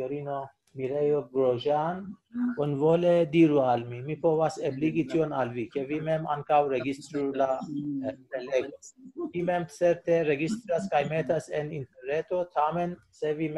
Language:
Esperanto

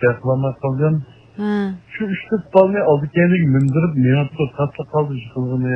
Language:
Uyghur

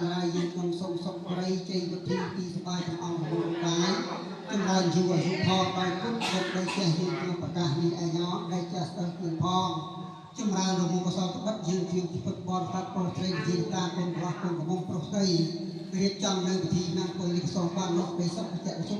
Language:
Khmer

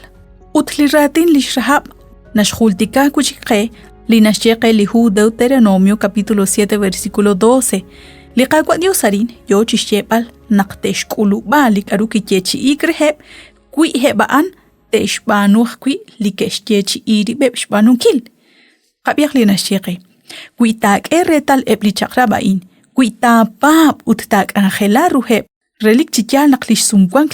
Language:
Kekchí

